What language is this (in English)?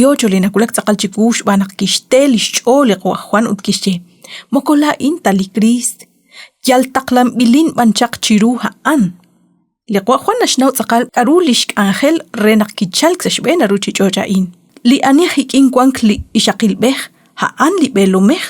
Kekchí